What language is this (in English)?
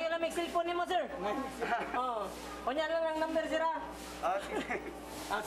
Cebuano